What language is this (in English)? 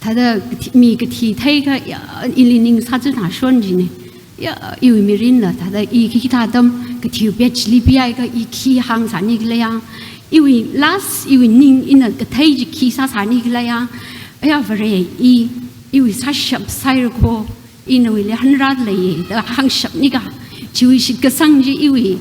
Tangkhul Naga (India)